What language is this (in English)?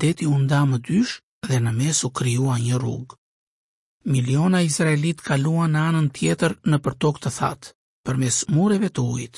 Albanian